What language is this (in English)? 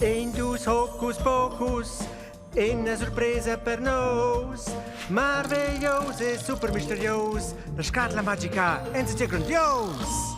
Romansh